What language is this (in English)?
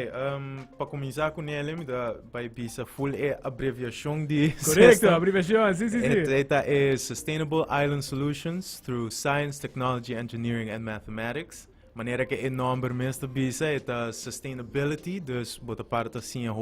Papiamento